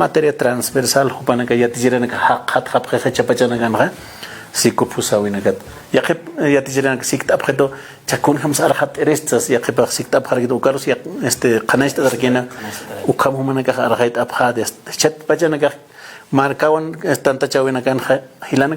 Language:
Aymara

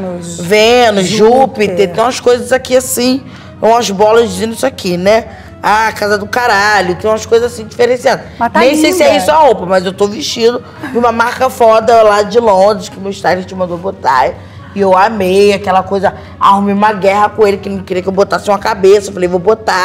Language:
Portuguese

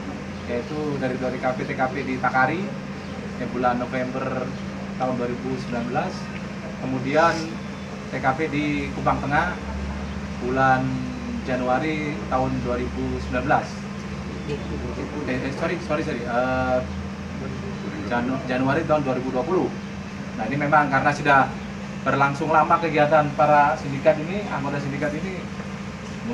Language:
Indonesian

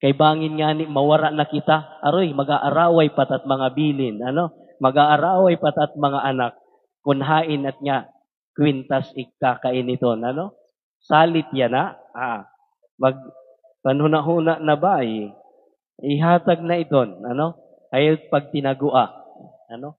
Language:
Waray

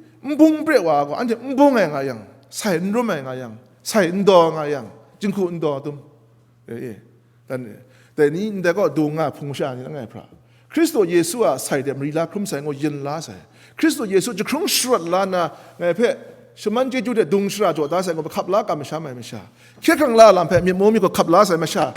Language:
Kachin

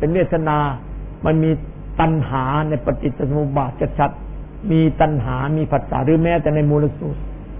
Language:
Thai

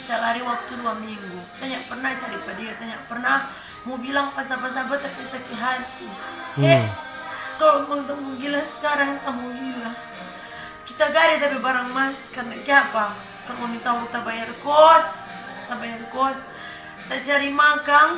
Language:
Manado Malay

